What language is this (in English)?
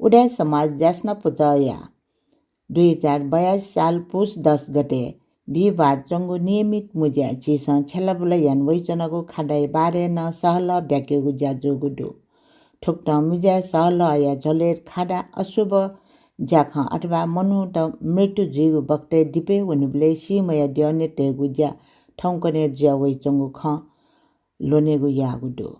Newari